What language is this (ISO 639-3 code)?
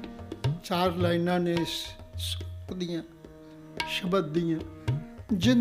pan